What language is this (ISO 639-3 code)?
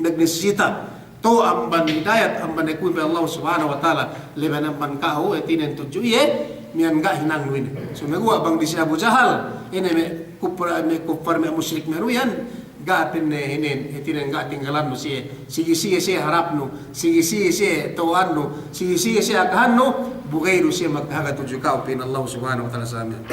yka